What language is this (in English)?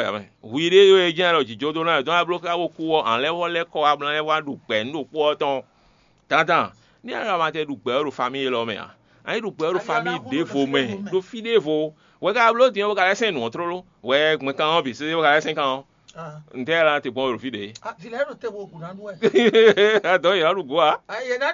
Fon